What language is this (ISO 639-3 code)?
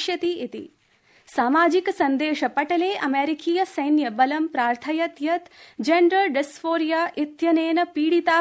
san